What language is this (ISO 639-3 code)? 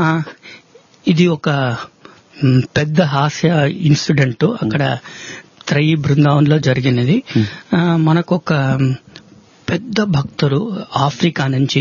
tel